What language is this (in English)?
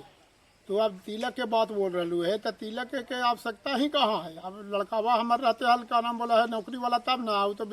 Magahi